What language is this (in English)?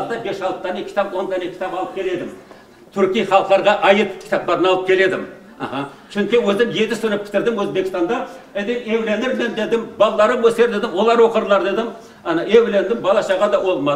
Crimean Tatar